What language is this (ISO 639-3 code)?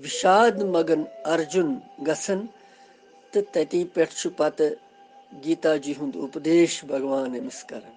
kas